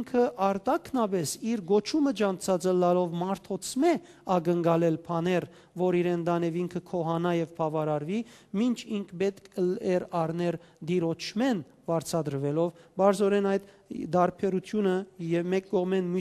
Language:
Western Armenian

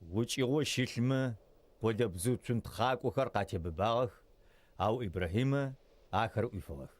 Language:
Adyghe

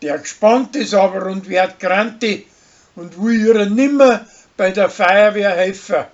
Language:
Bavarian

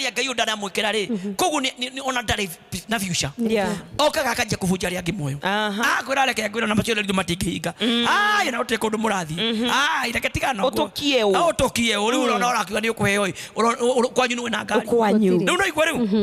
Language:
Kikuyu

